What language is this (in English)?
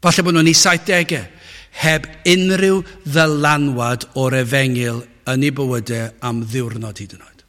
Welsh